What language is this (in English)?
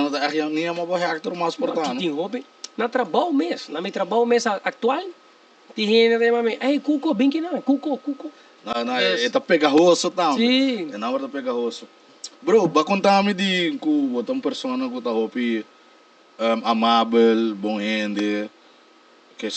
Papiamento